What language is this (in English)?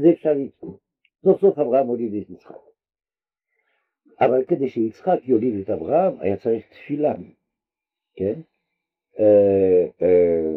Hebrew